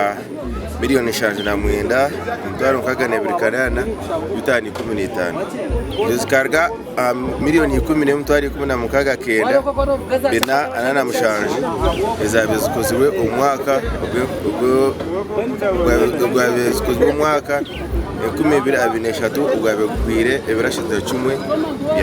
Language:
Nyankole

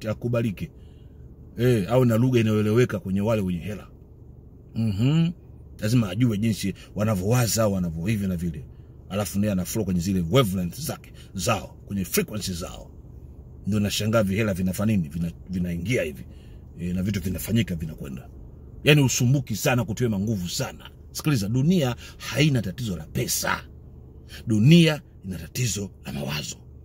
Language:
Swahili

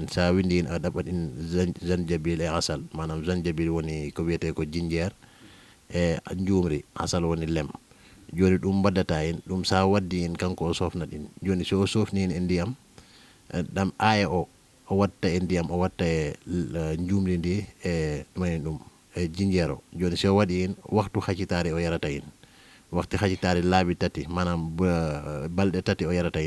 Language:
Fula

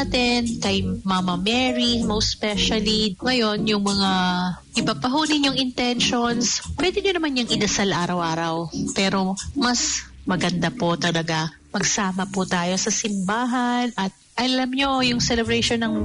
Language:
Filipino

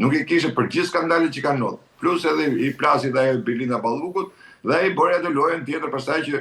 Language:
Albanian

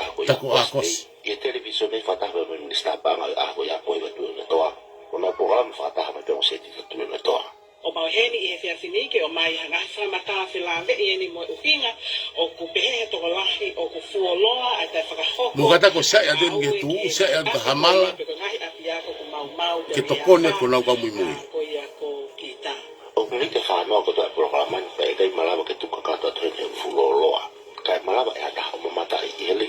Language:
Tongan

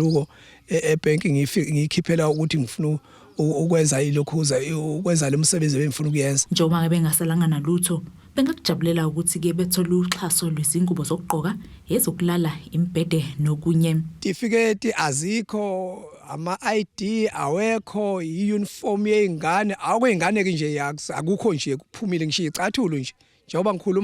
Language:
Zulu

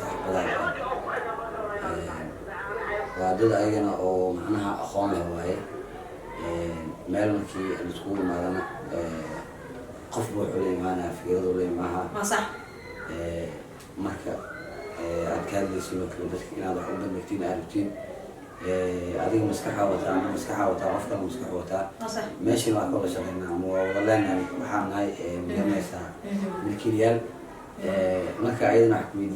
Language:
Somali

